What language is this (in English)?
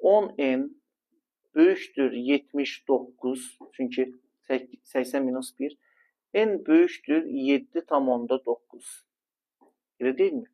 Azerbaijani